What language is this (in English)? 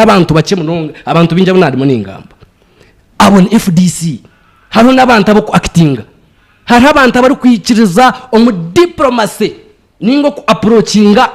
Nyankole